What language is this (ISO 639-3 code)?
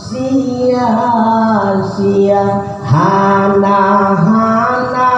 ace